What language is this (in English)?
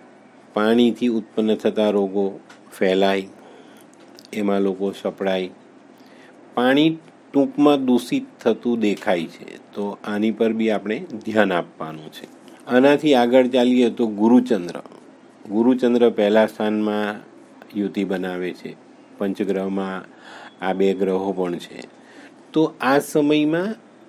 Gujarati